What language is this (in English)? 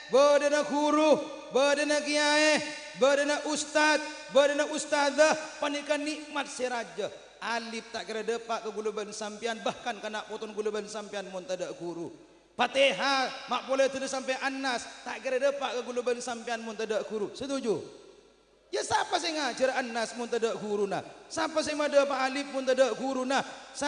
Madurese